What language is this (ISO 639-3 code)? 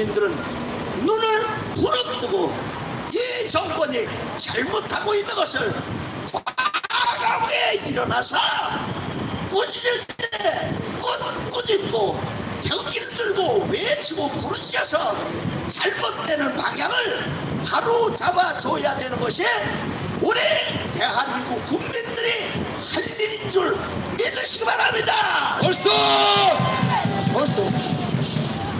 kor